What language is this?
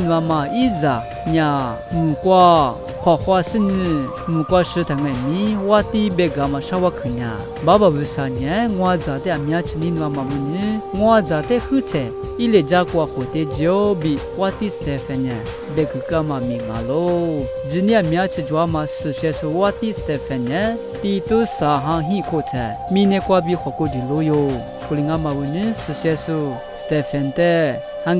Lisu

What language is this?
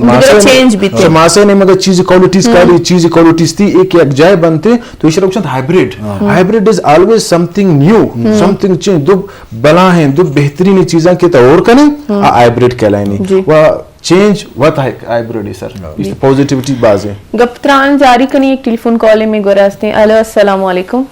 Eastern Balochi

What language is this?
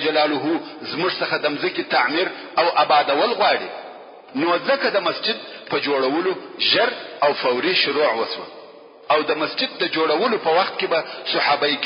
Pashto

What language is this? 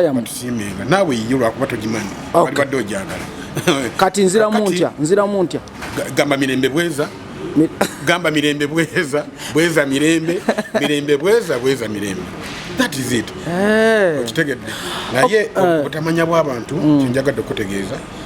Ganda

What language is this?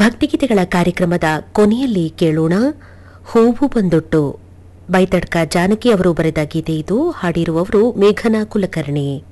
Kannada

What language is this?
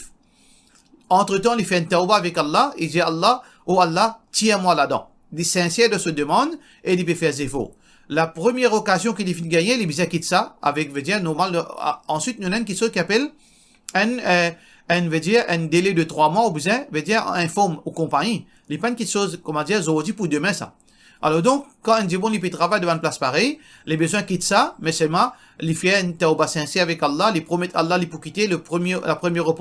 Morisyen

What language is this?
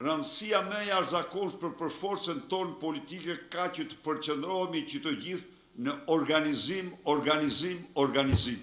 Albanian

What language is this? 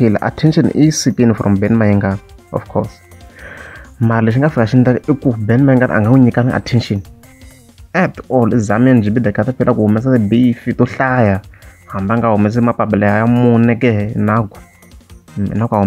Tsonga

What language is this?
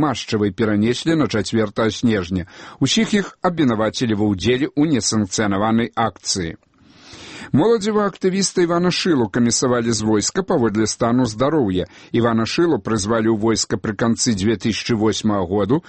Belarusian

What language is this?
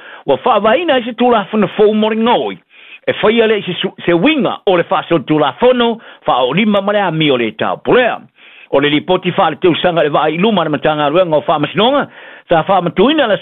Samoan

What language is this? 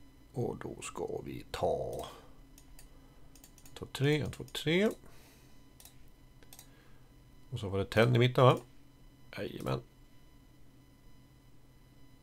Swedish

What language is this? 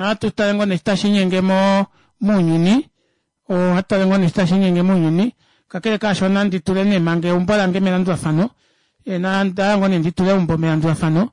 Kuanyama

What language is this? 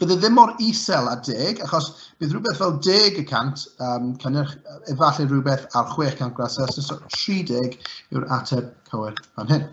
Welsh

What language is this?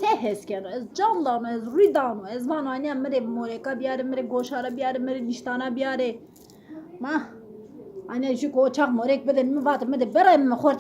Zaza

